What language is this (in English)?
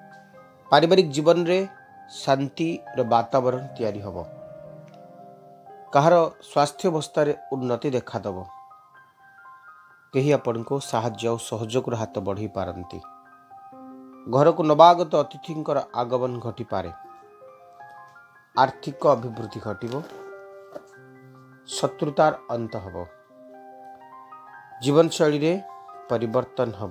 Odia